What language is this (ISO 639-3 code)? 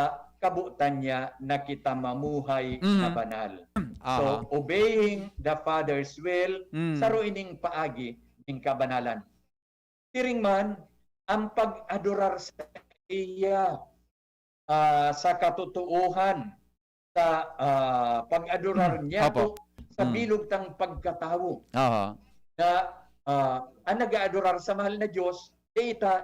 bik